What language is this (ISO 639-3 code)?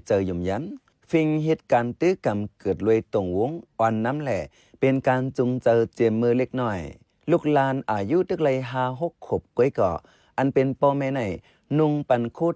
shn